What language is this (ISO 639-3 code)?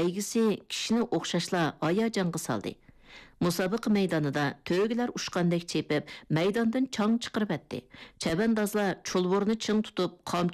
uig